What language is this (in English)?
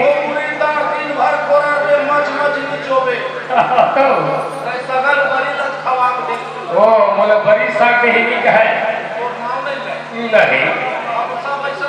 Chhattisgarhi